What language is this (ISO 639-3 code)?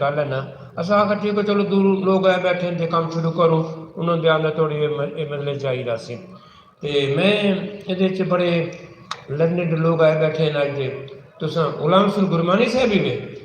skr